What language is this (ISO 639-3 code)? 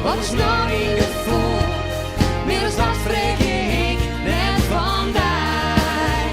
fry